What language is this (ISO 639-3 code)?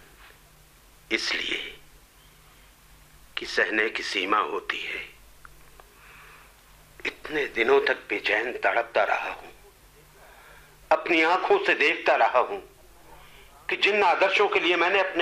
hin